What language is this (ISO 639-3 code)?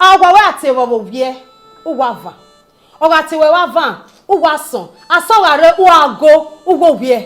bin